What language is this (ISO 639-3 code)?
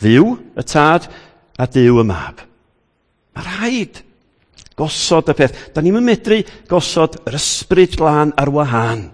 cym